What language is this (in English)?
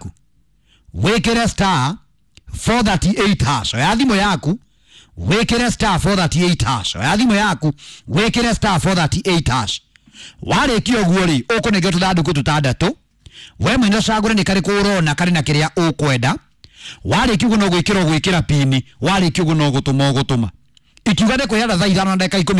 Kikuyu